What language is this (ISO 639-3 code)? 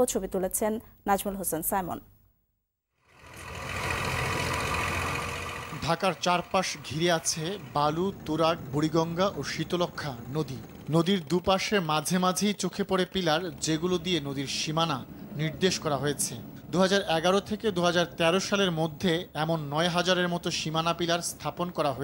ben